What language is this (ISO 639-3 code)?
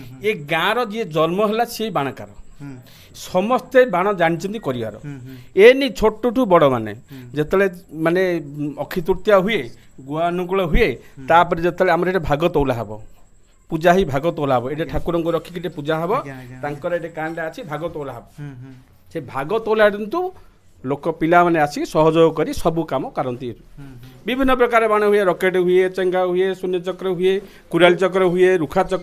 ori